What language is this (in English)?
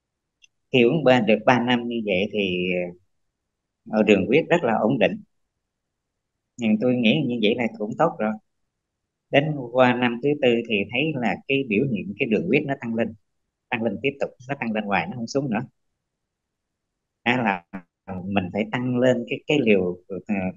Vietnamese